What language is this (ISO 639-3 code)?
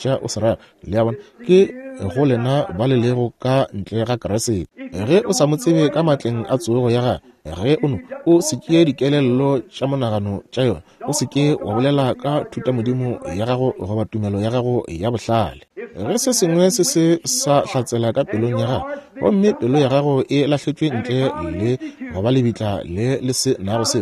nso